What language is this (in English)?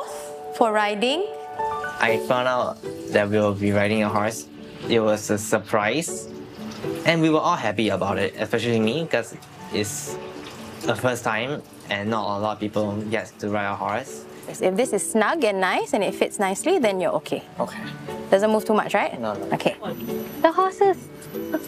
English